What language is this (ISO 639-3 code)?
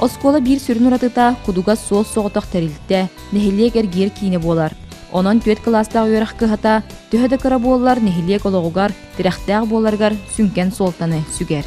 sah